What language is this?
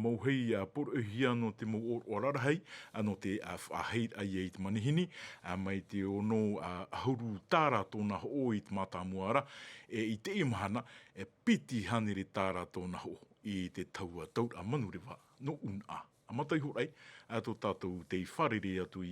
Tahitian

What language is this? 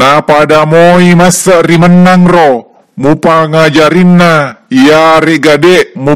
Buginese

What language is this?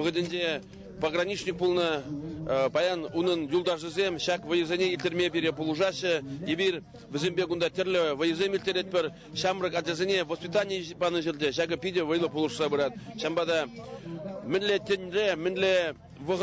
Chuvash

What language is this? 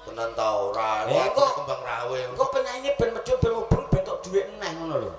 Javanese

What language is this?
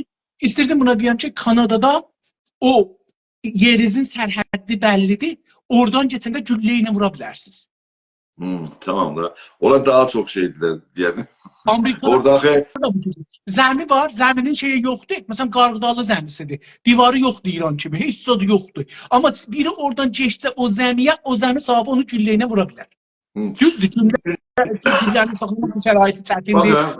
South Azerbaijani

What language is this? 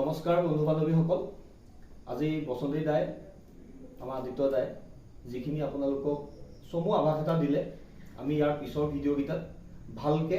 Assamese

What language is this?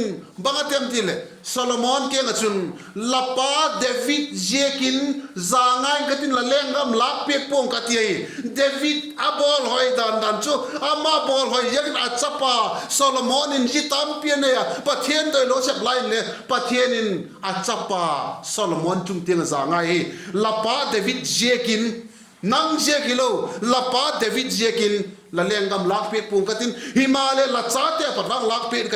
Vaiphei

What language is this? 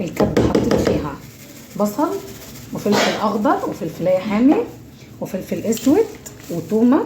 Egyptian Arabic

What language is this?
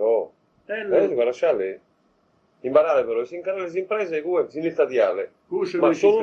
Sardinian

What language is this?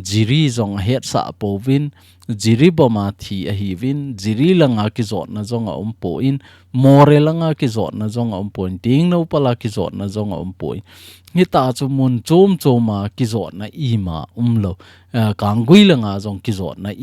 Thado Chin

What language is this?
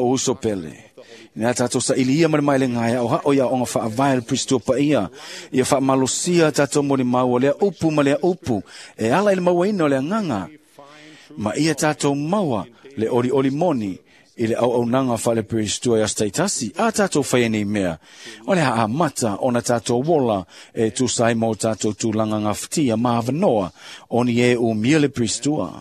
Samoan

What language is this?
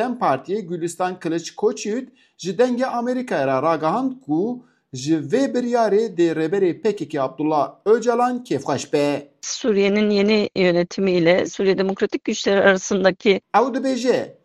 Kurdish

